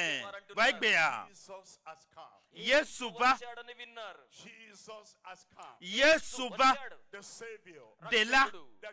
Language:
Ewe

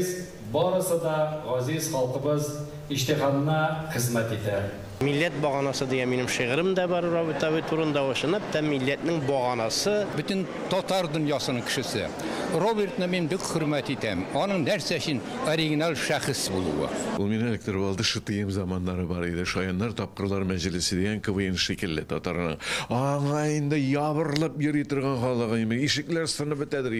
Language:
Tatar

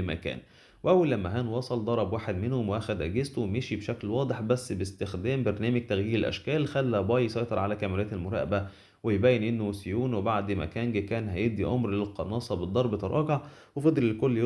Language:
Egyptian Arabic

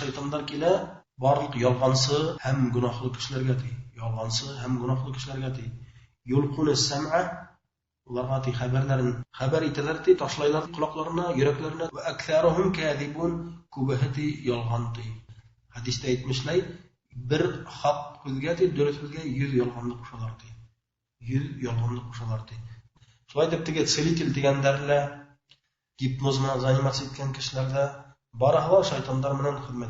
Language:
Bashkir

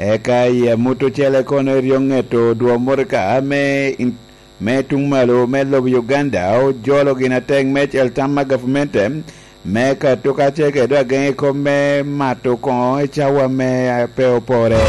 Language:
Lango (Uganda)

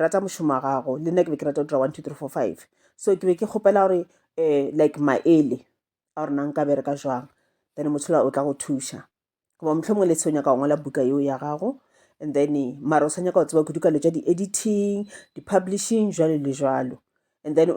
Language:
Northern Sotho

